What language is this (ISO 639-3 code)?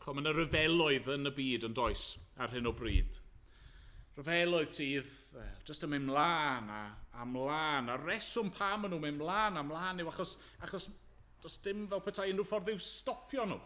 cym